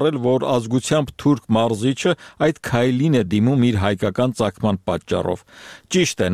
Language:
Armenian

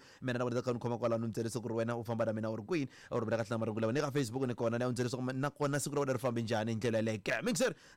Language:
Tsonga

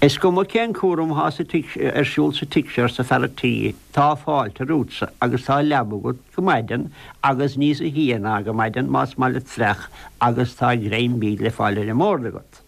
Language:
Irish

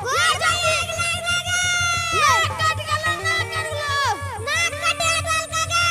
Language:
Angika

